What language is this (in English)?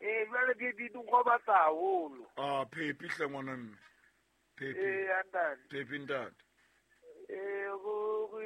Southern Sotho